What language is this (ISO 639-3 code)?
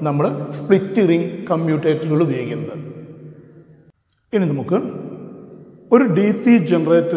mal